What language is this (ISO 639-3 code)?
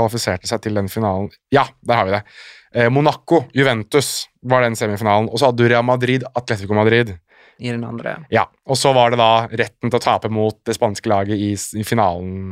nor